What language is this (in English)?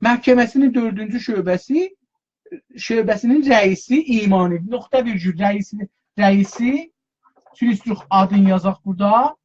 South Azerbaijani